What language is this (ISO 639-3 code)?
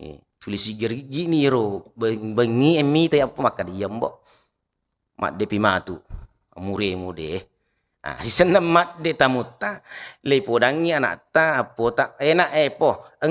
bug